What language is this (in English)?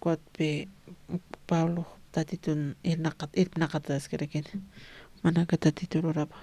Aymara